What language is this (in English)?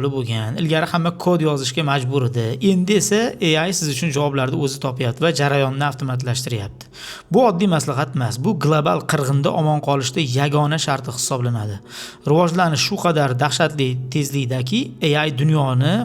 Uzbek